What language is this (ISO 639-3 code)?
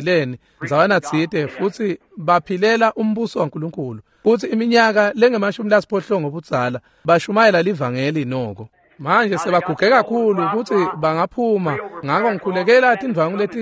ssw